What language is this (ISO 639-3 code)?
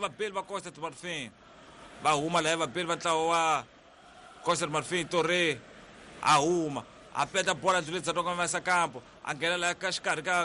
tso